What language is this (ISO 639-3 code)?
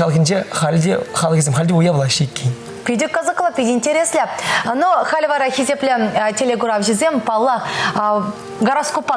chv